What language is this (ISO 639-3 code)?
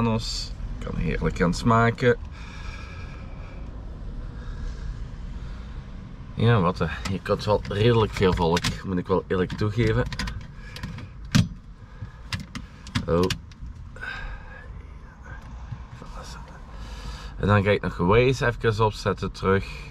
nld